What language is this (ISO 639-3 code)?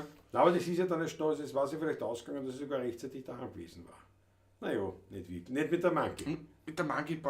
bar